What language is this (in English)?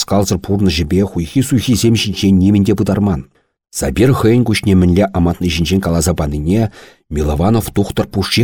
Chuvash